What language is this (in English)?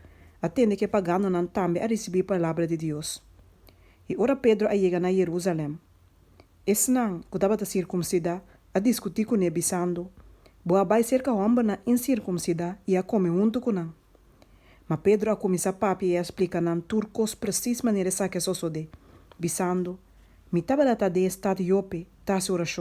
Papiamento